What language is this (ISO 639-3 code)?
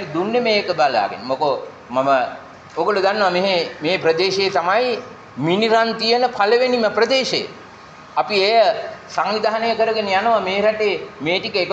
sin